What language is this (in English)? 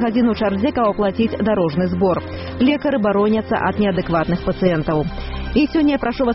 Belarusian